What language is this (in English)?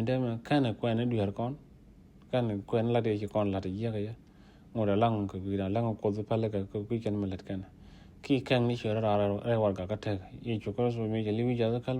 Nuer